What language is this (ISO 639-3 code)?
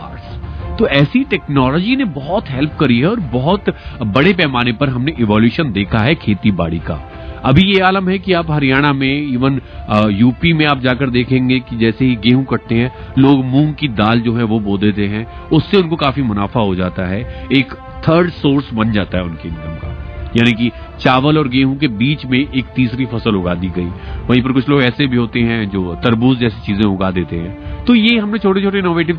hin